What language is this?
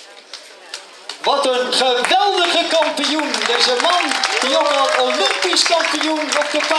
Dutch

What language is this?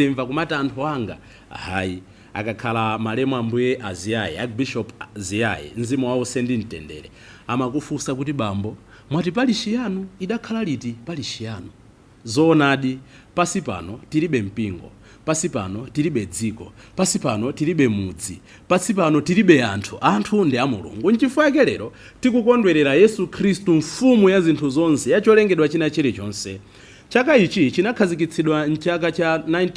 Nyanja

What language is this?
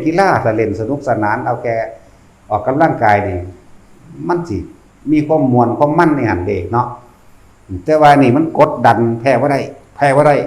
Northeastern Thai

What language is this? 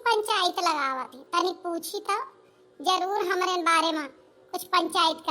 Awadhi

